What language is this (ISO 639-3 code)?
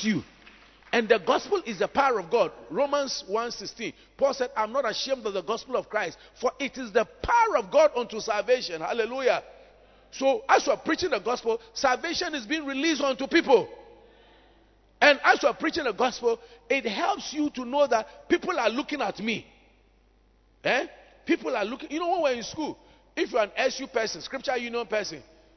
eng